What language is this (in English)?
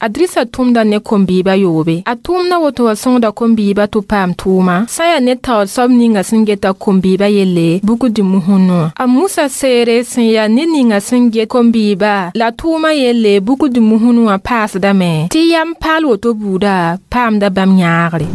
Mossi